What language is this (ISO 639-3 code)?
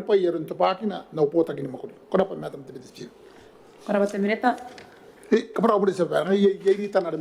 gil